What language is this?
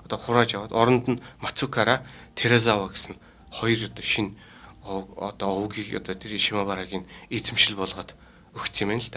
Mongolian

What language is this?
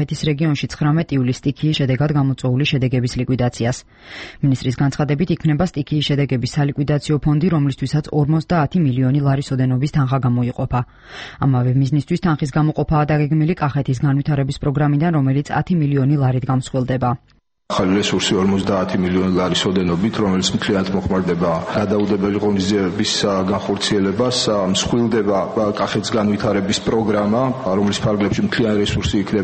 Georgian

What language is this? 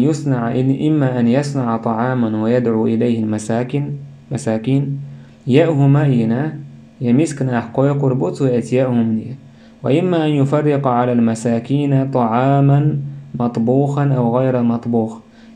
Chechen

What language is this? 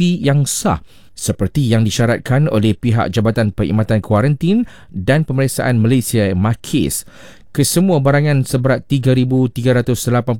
Malay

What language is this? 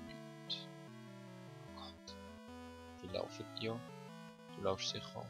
Swiss German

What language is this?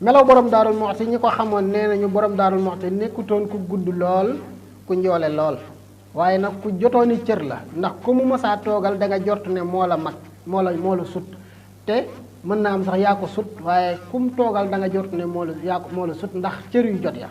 Wolof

